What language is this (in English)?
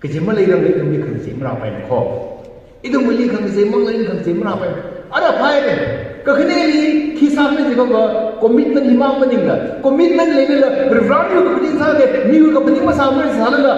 Tangkhul Naga (India)